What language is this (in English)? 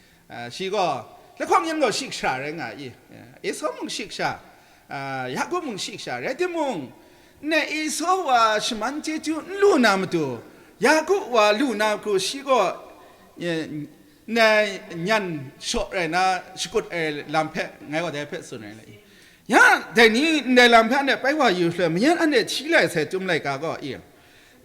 Kachin